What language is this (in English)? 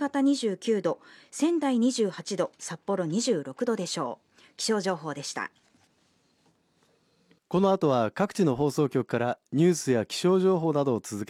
Japanese